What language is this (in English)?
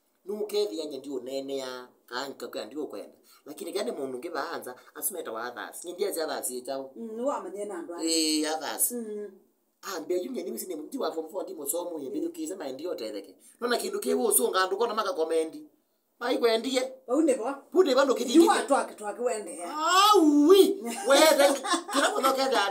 Kamba